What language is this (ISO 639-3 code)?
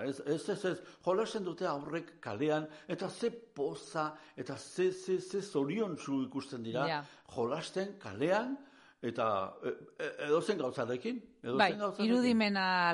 eus